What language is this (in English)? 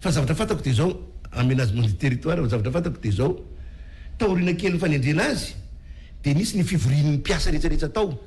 Malagasy